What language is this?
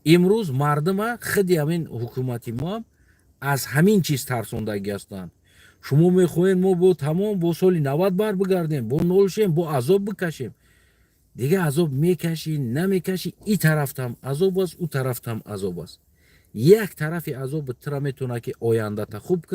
Tajik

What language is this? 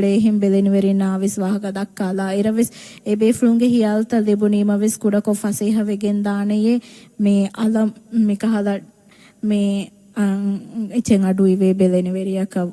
Divehi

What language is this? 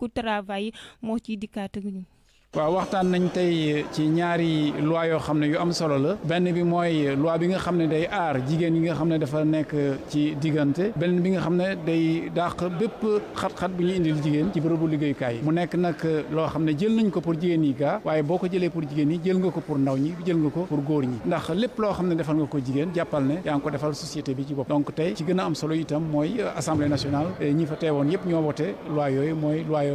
Wolof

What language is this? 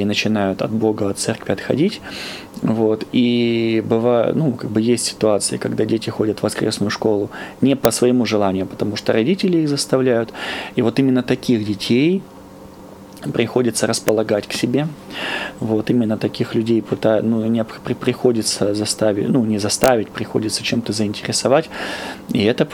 Russian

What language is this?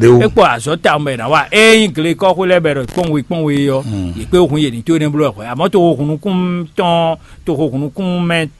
Fon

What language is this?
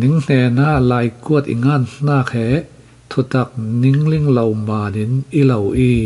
Falam Chin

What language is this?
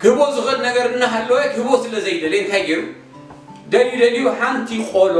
Tigrinya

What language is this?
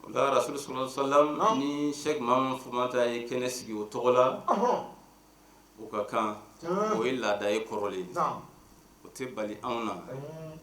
Bambara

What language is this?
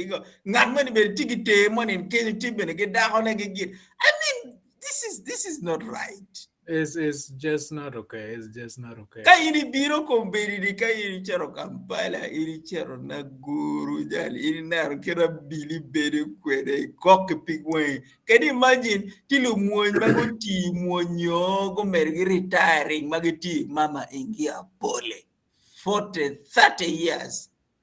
Acoli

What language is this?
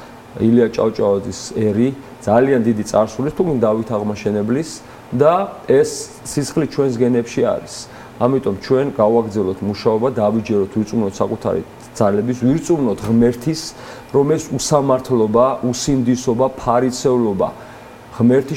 Georgian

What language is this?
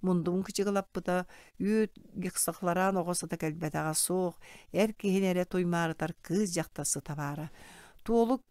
Yakut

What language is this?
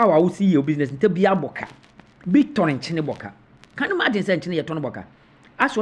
Akan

